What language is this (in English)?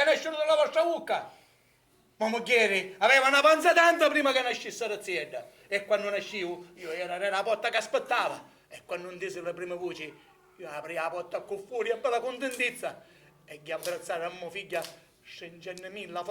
Sicilian